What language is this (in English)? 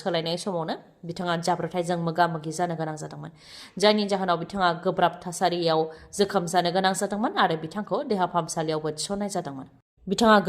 Bodo